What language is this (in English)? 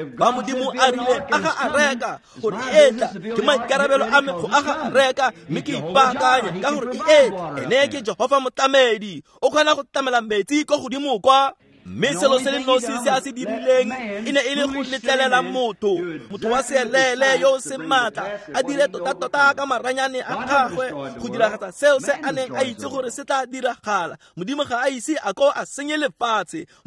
Tswana